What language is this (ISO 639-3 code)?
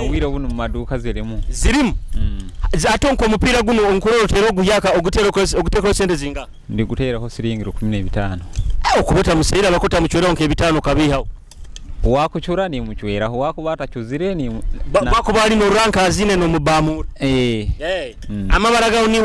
nyo